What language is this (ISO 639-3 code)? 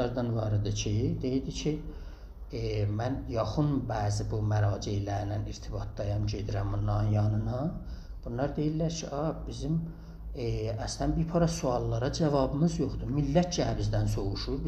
azb